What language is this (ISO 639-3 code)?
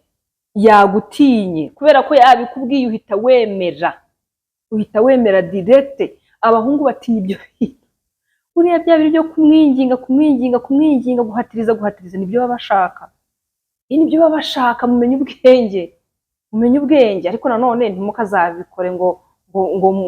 kin